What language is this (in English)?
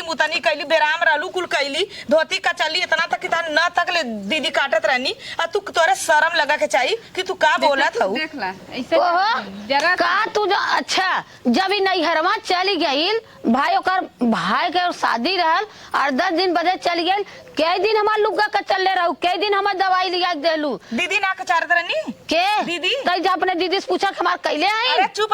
Awadhi